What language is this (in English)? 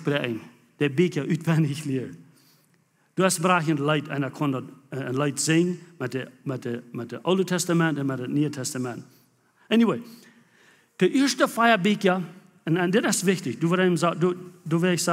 Plautdietsch